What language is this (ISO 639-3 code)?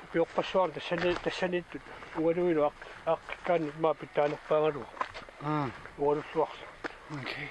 kal